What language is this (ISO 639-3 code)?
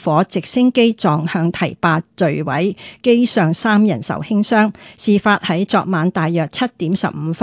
yue